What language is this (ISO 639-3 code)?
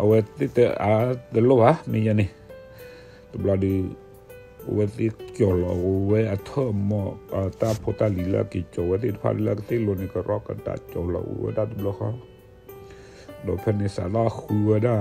ksw